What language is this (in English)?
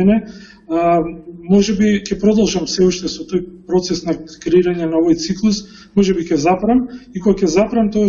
Macedonian